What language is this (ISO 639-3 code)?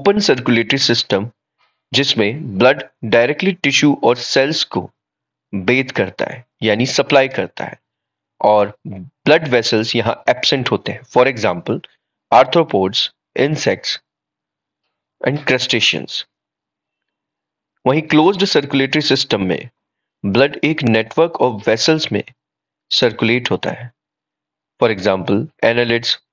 hin